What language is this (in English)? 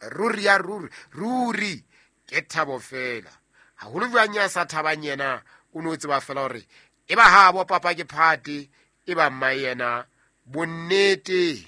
Southern Sotho